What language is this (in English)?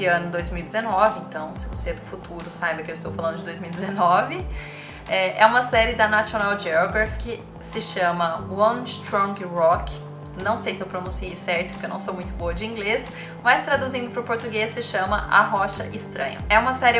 Portuguese